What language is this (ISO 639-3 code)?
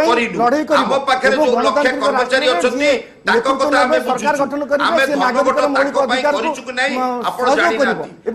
ori